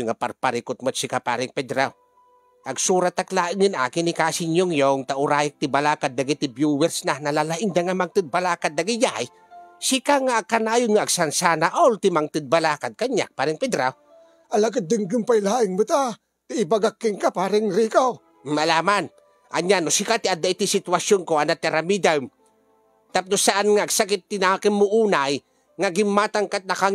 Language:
Iloko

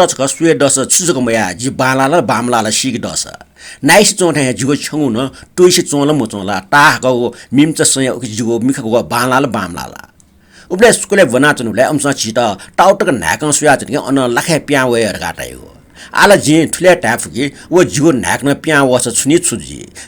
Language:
Newari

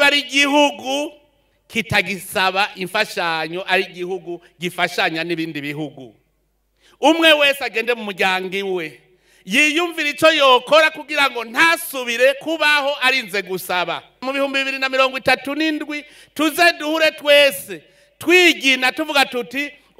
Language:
Rundi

